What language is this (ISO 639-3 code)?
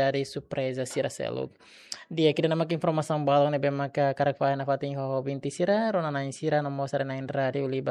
tet